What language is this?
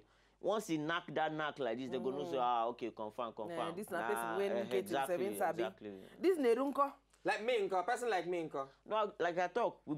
Nigerian Pidgin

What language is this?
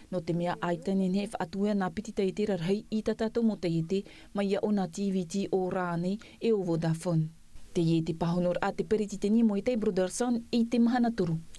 Tahitian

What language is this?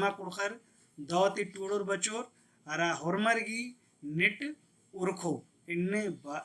Kurukh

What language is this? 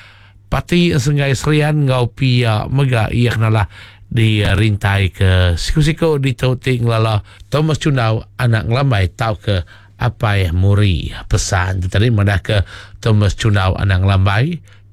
Iban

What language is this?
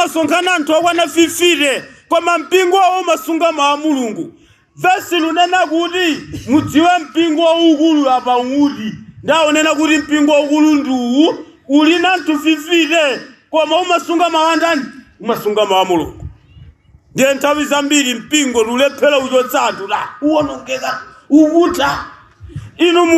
Nyanja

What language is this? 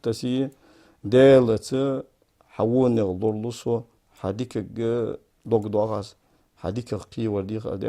Ingush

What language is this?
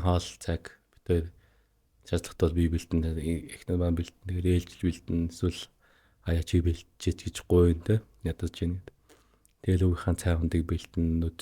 Mongolian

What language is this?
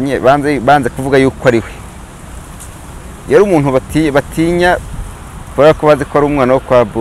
Kinyarwanda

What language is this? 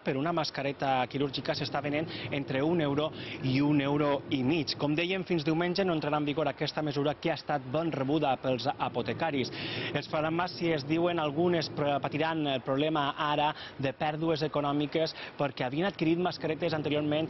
Catalan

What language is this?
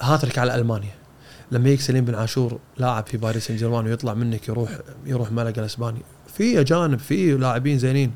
Gulf Arabic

